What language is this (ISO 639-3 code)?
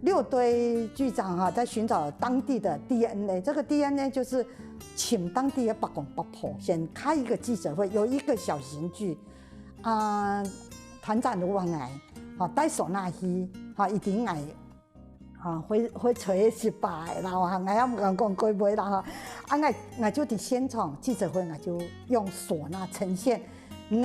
hak